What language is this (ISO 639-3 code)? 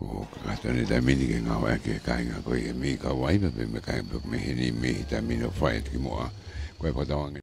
ton